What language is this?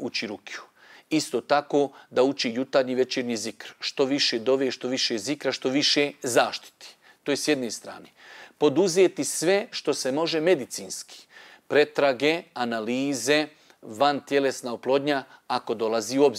Bosnian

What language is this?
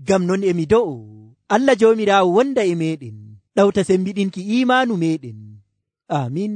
Nigerian Fulfulde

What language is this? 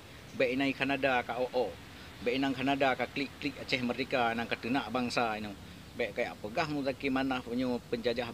Achinese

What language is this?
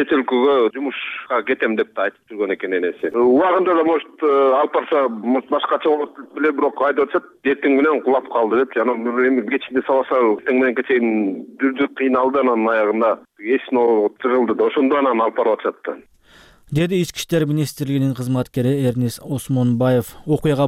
Kyrgyz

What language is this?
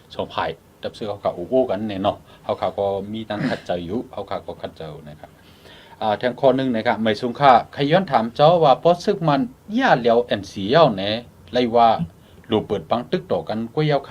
Shan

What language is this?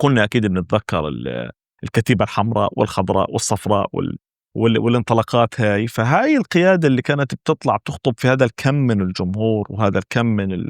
North Levantine Arabic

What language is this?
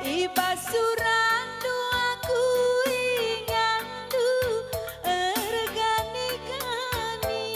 Batak Karo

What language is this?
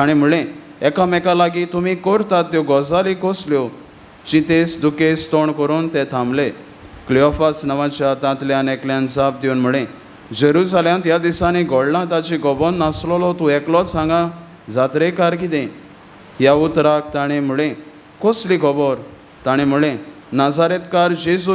Konkani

